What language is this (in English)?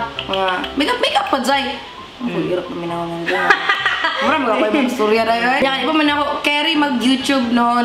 Cebuano